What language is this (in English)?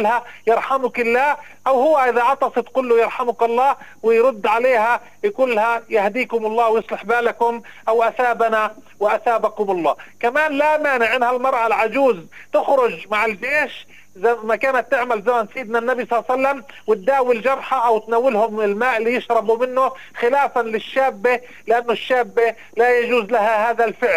North Levantine Arabic